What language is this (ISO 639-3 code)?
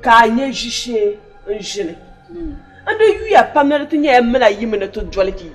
dag